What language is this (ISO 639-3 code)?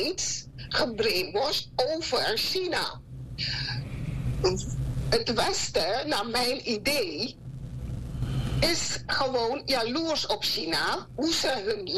nld